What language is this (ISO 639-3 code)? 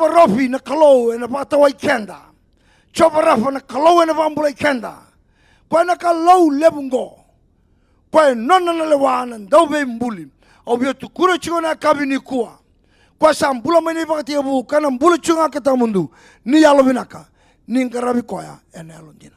fij